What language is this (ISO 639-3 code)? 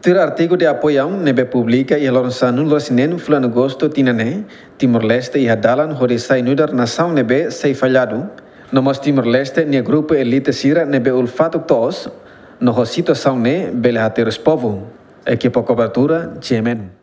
tet